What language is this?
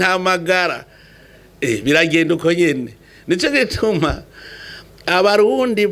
Rundi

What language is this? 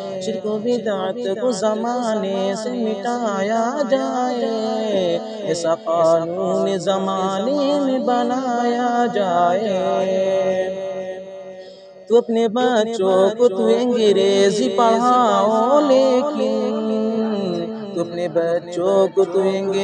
Urdu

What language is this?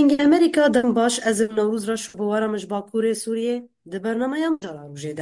Kurdish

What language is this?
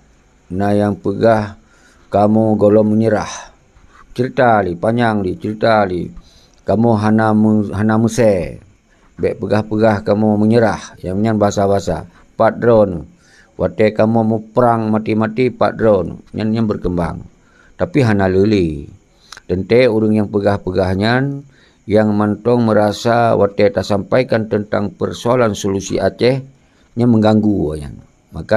Achinese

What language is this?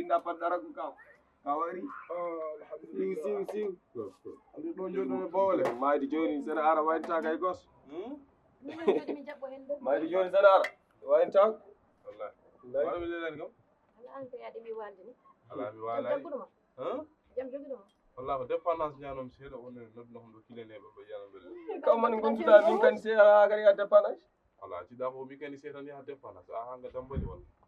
Fula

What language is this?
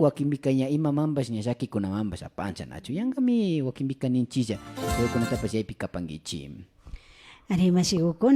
Imbabura Highland Quichua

